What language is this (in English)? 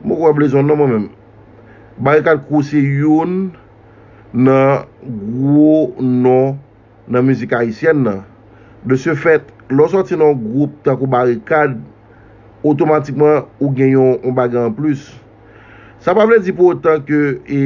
Haitian Creole